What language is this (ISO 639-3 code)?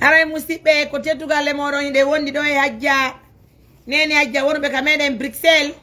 ful